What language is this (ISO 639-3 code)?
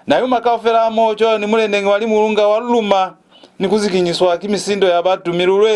loz